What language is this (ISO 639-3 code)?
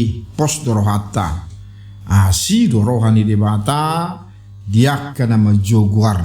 bbc